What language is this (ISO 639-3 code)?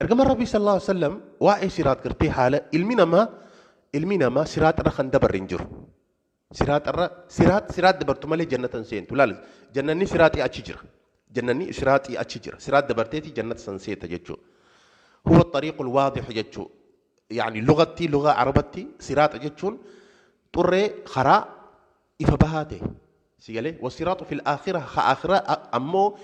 orm